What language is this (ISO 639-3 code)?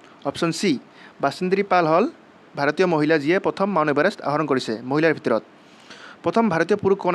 asm